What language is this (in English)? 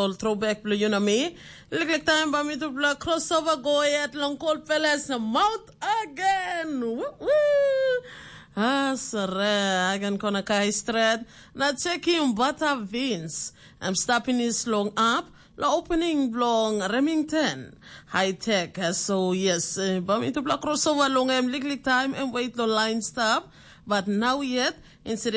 Tok Pisin